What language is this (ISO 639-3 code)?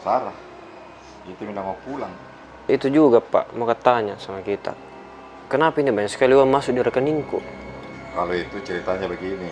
mfp